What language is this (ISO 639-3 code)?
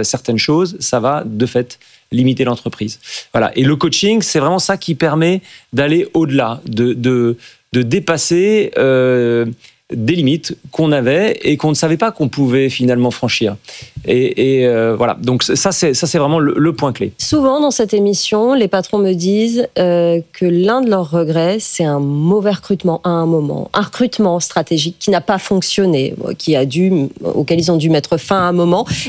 fra